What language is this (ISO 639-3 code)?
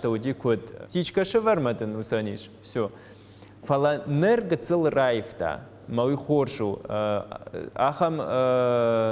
oss